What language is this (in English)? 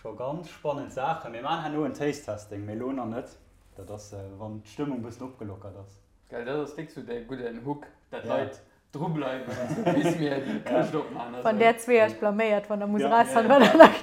Luxembourgish